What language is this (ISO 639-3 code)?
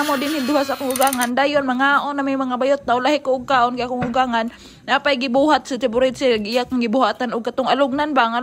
ceb